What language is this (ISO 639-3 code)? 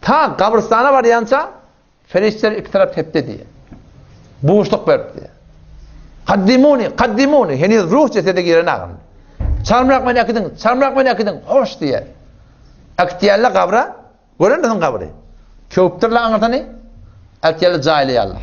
tuk